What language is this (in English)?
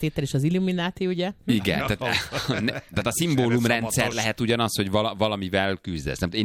Hungarian